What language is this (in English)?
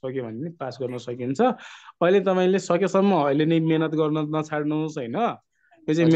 Nepali